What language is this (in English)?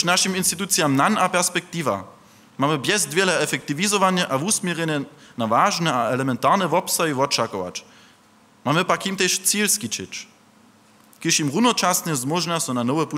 Upper Sorbian